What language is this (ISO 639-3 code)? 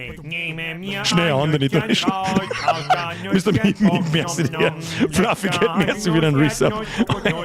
bar